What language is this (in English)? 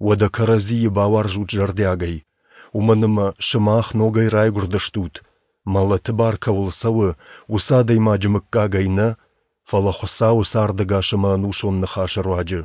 Ossetic